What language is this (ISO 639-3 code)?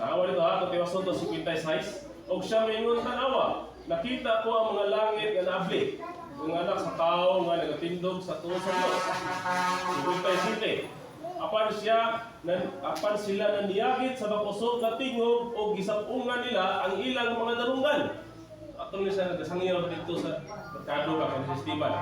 ceb